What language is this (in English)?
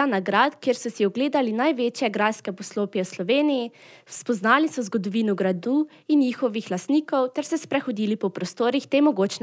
Slovenian